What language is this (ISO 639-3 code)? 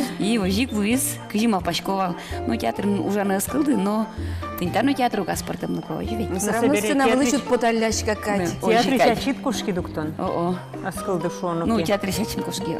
udm